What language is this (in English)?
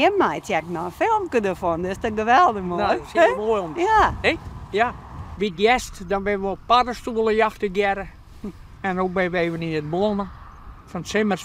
Western Frisian